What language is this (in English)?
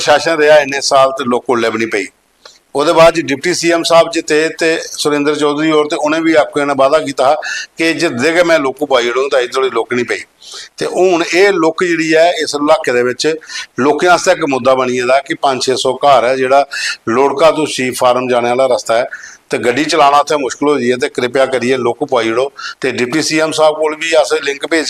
Dogri